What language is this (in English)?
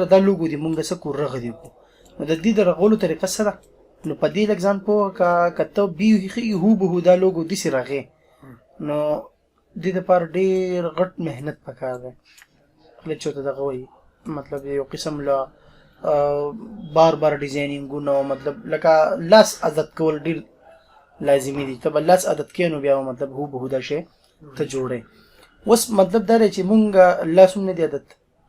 Pashto